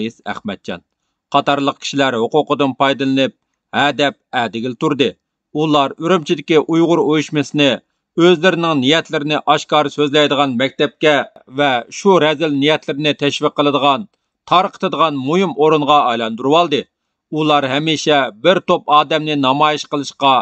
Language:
Uyghur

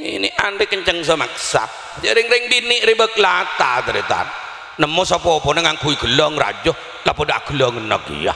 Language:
Madurese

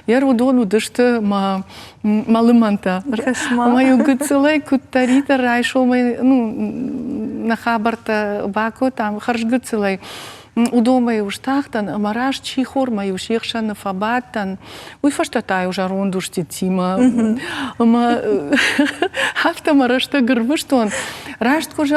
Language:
Ossetic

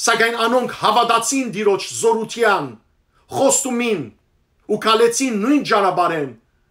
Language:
Western Armenian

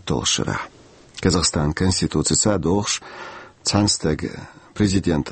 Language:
Chechen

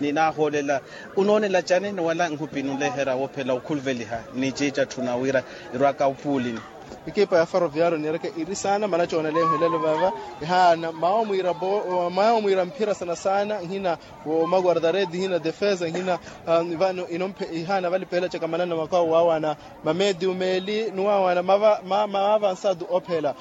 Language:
Makhuwa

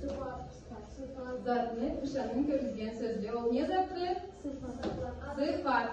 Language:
Karachay-Balkar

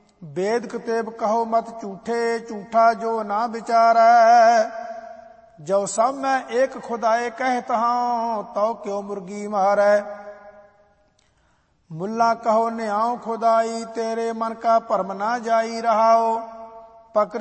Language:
Punjabi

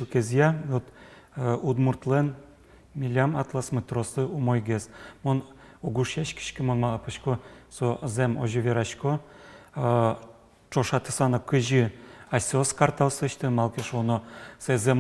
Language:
Udmurt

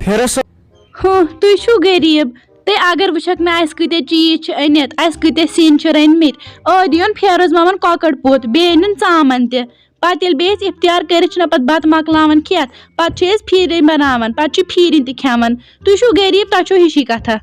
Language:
Kashmiri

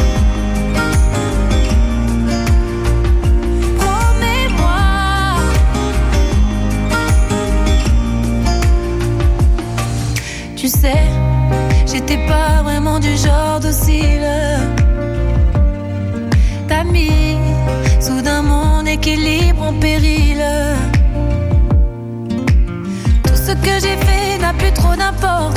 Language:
French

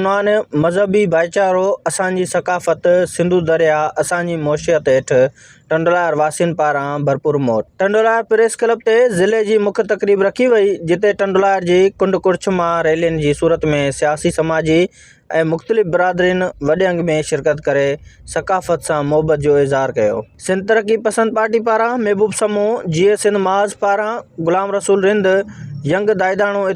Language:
Sindhi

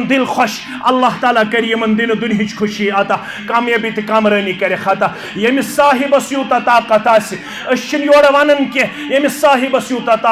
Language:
Kashmiri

